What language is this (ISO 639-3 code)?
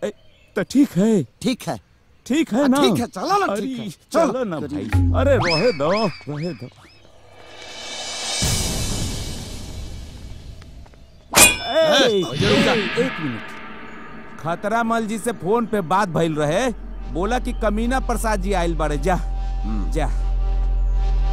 bho